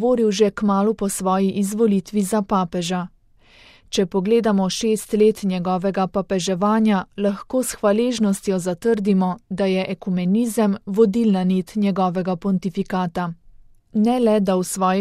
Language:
Slovenian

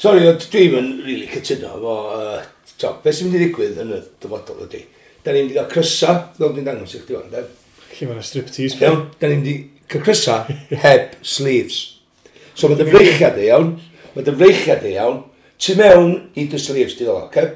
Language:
Welsh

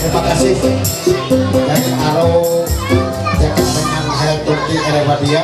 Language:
Ma'anyan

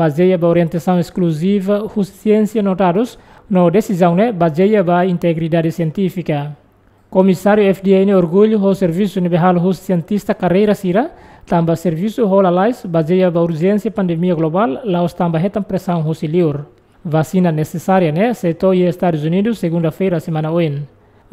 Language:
Tetum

